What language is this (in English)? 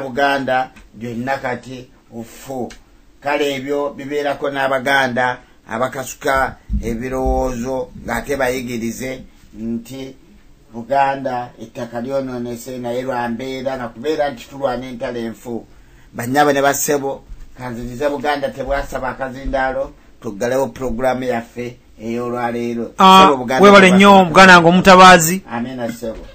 Ganda